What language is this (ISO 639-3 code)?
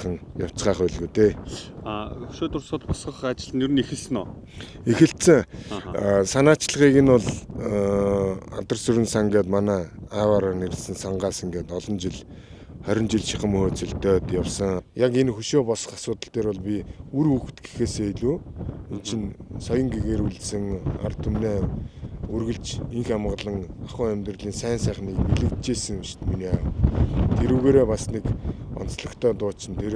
mon